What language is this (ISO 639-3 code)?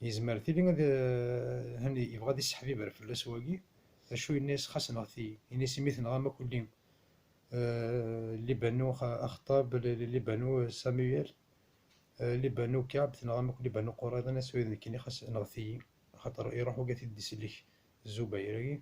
kab